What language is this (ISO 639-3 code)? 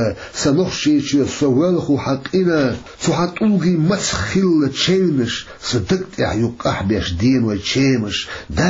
che